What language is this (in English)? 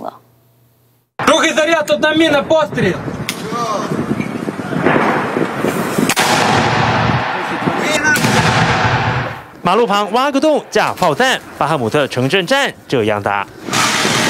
Chinese